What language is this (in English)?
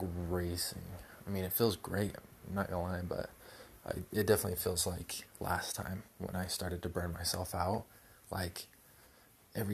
English